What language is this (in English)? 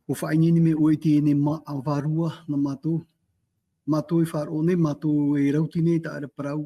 Tahitian